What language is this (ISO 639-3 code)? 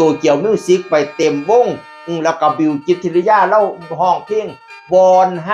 tts